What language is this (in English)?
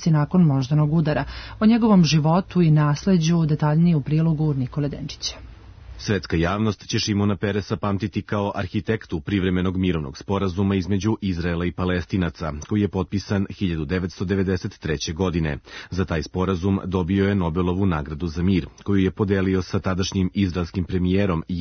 Serbian